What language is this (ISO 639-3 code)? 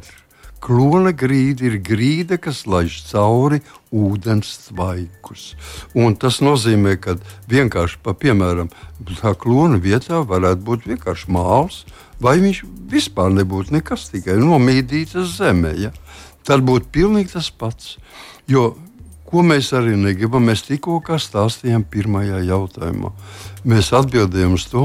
lav